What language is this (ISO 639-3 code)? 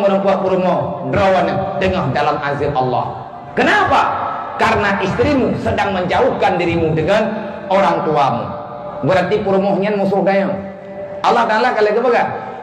ace